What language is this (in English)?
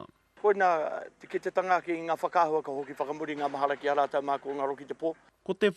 Māori